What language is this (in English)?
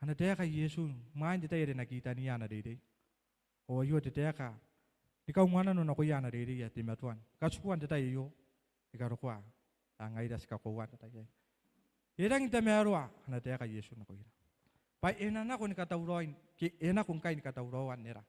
Gilbertese